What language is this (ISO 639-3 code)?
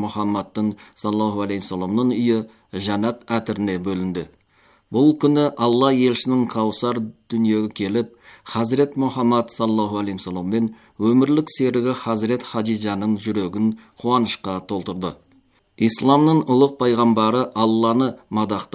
kaz